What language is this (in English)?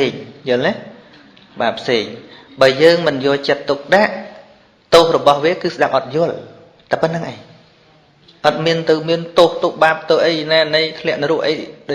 Khmer